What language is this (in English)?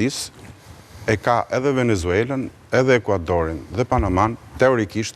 Albanian